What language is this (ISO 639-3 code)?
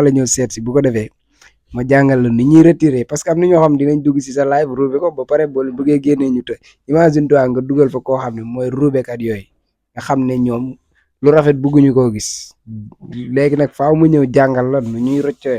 wol